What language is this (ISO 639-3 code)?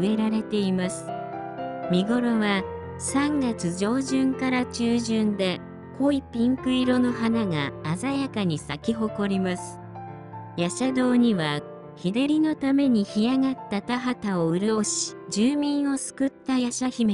jpn